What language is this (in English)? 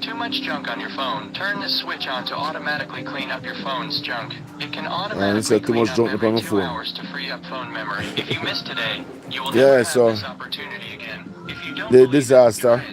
Jamaican Creole English